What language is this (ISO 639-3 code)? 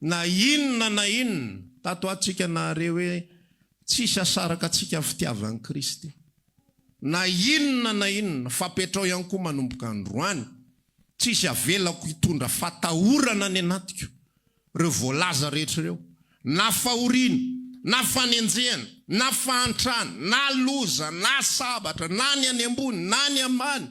mlg